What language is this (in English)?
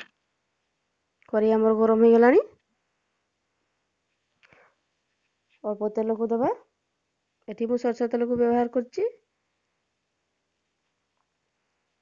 Odia